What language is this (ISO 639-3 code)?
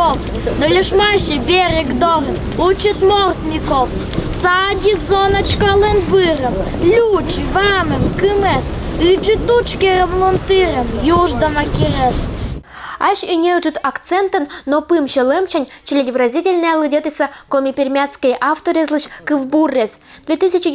koi